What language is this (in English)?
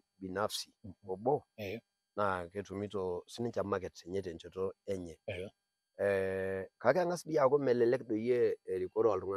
Masai